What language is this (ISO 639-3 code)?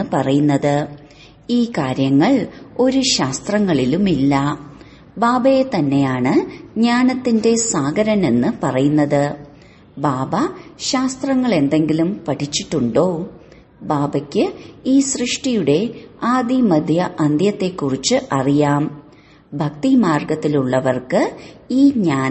mal